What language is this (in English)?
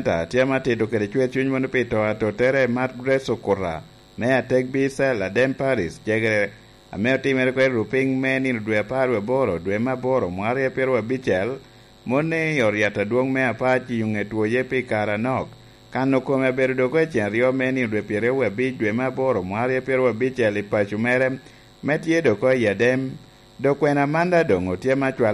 Lango (Uganda)